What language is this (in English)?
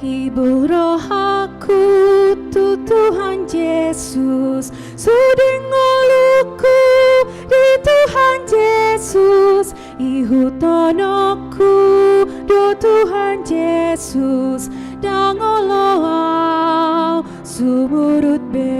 Batak Toba